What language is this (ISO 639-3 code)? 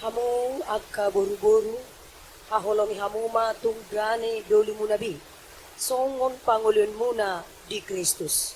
bbc